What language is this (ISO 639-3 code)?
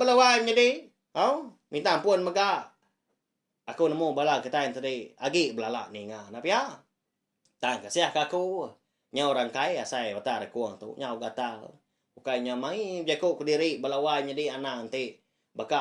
iba